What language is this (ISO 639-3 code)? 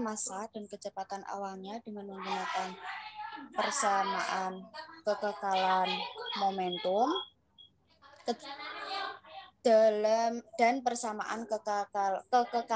ind